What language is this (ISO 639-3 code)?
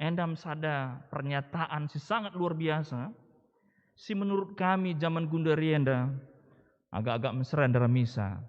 btx